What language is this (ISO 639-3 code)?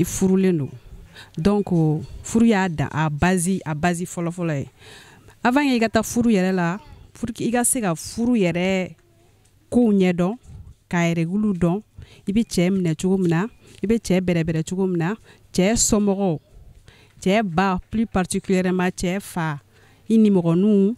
bam